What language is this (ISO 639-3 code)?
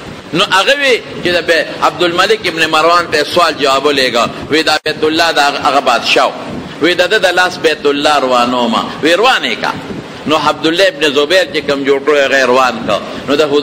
pus